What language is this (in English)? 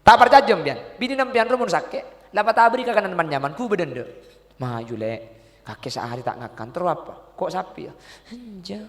Madurese